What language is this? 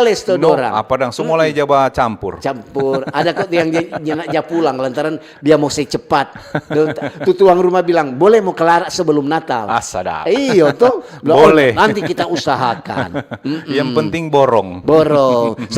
Manado Malay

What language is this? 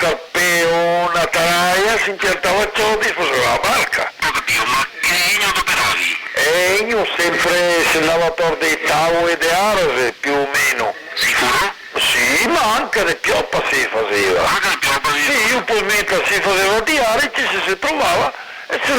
Venetian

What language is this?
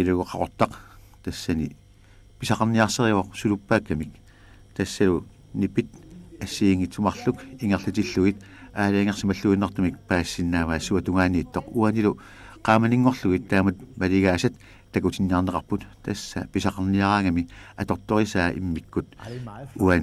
Kalaallisut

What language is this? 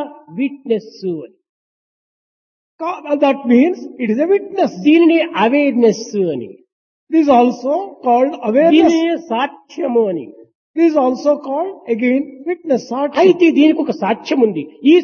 Telugu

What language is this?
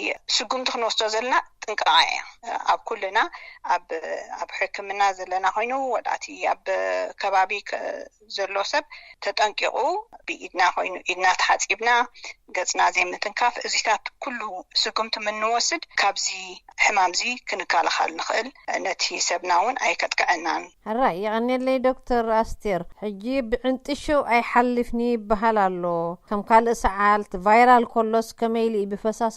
Tigrinya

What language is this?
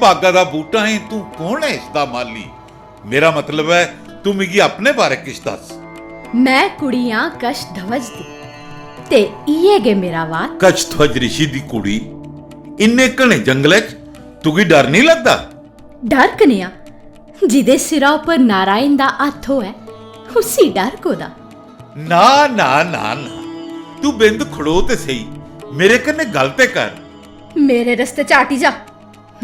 Dogri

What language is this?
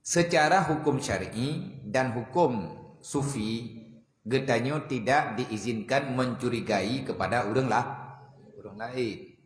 Achinese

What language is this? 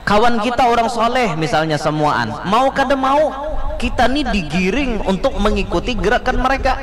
Banjar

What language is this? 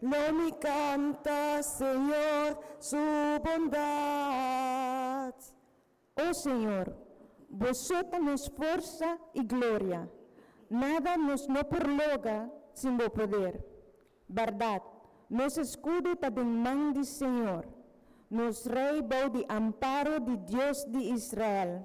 Papiamento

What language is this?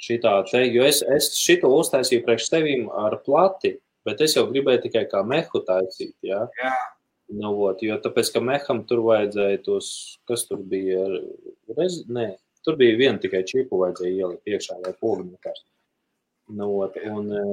Latvian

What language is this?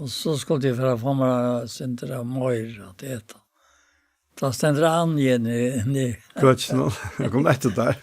Faroese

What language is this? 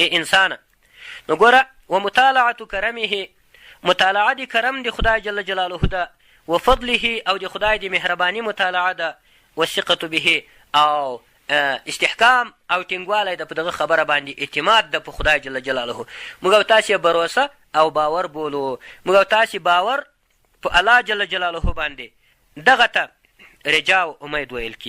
Pashto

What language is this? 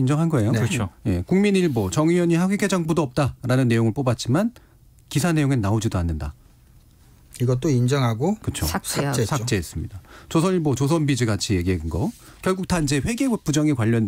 Korean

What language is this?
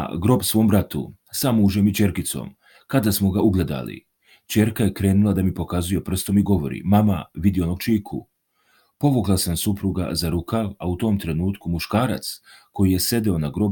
Serbian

